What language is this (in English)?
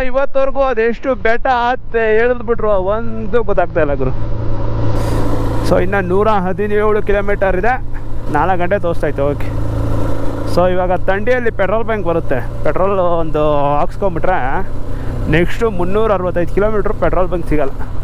Kannada